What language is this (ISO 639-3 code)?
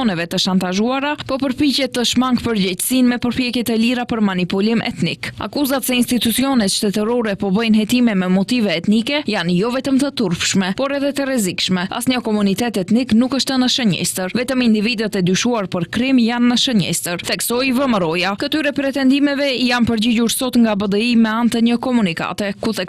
sqi